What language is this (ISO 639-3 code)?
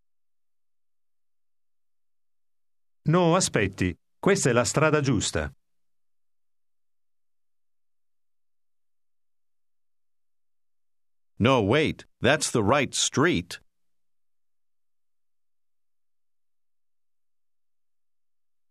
ita